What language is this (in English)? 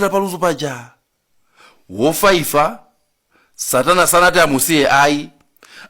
Nyanja